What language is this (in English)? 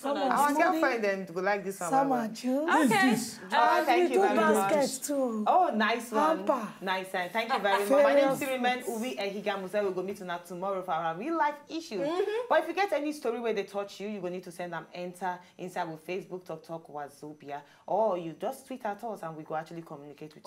Nigerian Pidgin